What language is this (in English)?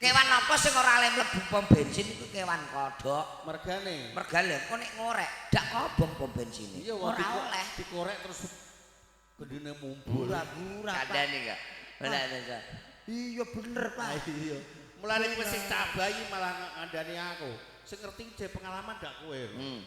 Javanese